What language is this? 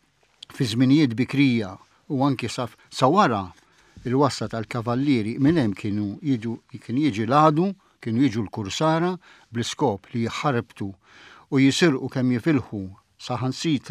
Maltese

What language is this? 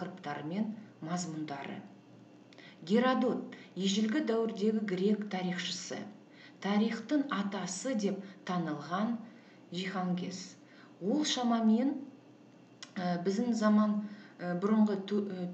Kazakh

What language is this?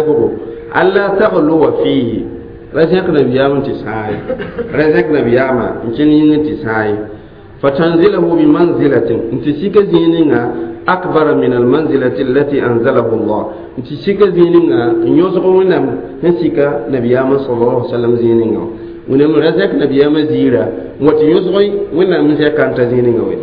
Mossi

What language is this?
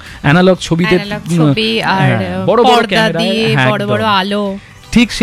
Bangla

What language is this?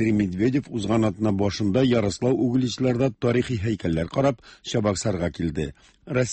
Tatar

